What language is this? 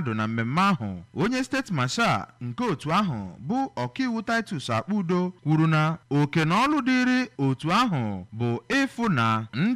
Igbo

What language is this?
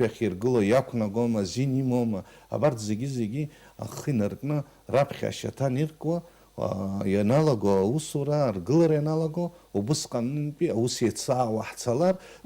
Abkhazian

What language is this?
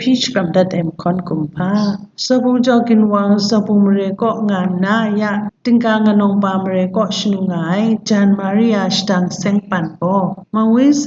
Kachin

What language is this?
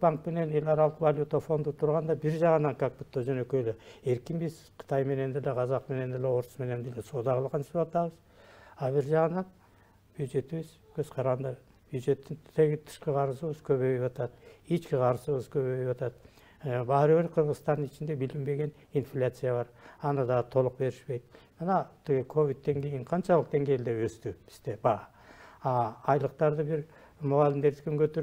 Kyrgyz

